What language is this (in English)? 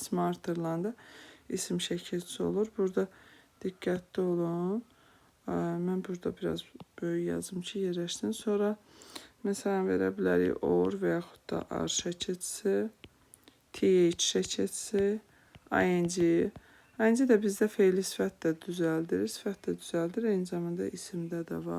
Azerbaijani